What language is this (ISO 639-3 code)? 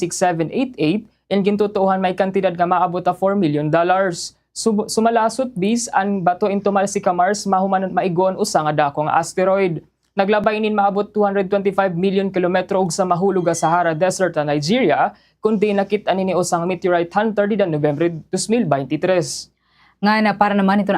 war